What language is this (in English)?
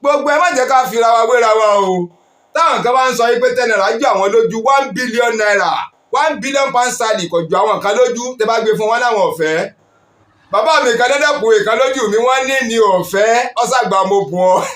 Yoruba